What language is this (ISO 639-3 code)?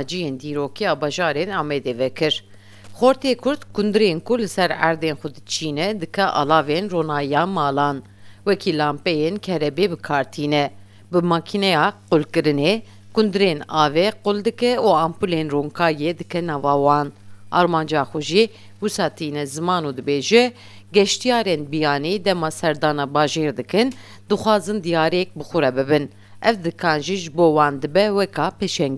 kur